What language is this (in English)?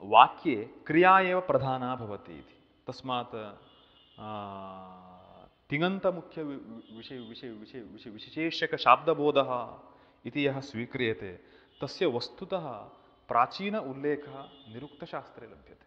Sanskrit